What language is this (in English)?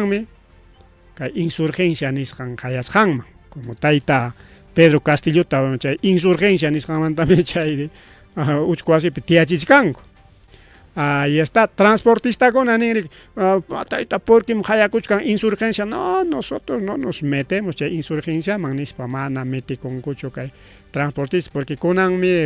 Ayacucho Quechua